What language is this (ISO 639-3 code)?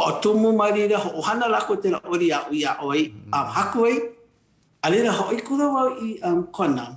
haw